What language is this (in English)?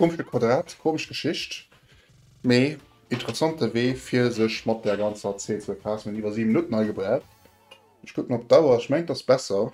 Luxembourgish